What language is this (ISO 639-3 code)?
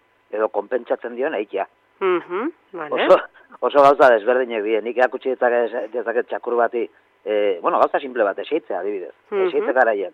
eus